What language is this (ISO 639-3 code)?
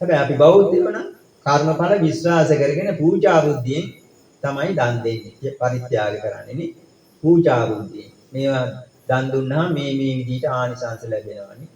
sin